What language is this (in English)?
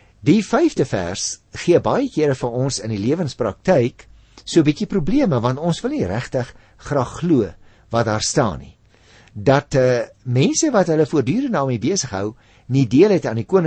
Afrikaans